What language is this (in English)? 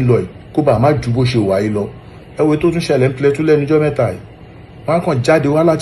Yoruba